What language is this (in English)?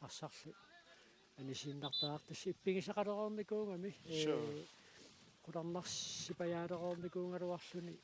Kalaallisut